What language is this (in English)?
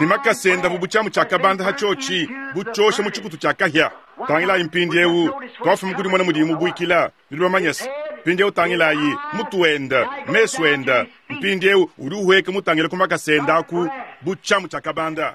Luba-Lulua